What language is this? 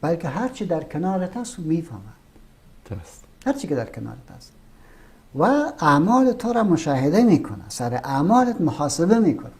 Persian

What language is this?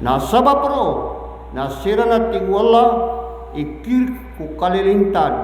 Maranao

